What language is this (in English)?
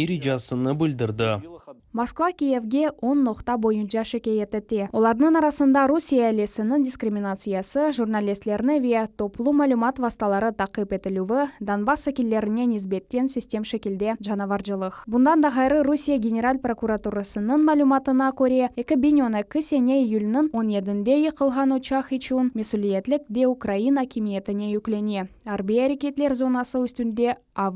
Crimean Tatar